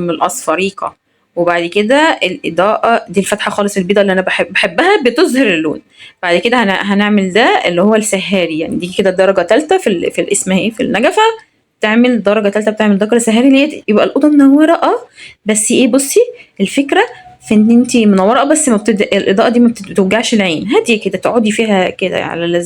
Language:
Egyptian Arabic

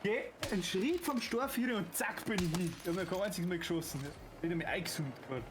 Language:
Bavarian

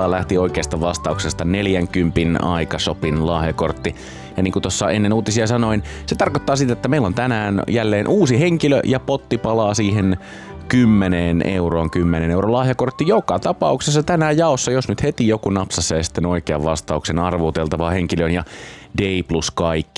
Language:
Finnish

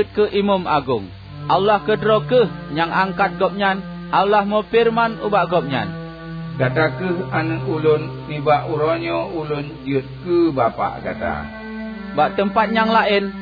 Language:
Achinese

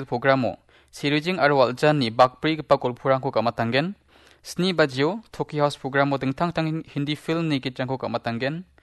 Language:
Garo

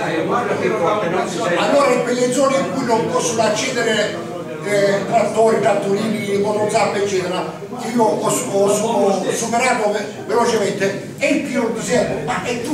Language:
Italian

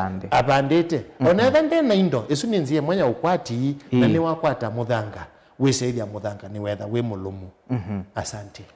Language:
Kamba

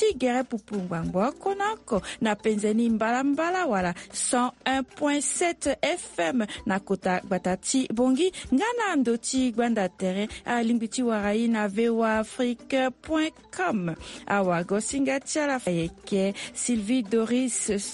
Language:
Sango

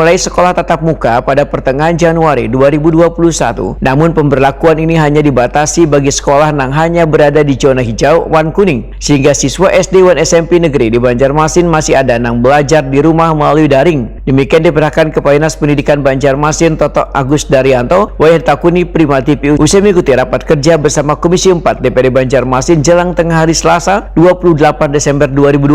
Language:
Banjar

